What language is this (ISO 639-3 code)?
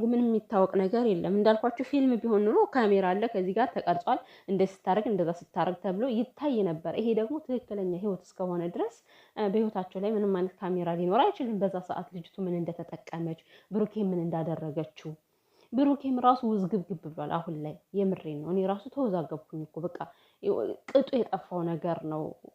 amh